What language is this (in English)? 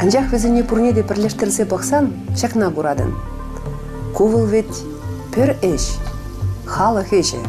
Chuvash